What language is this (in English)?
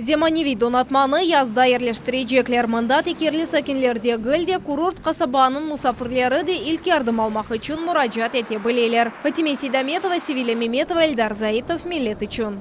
Crimean Tatar